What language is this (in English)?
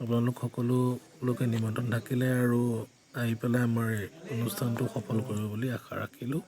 Assamese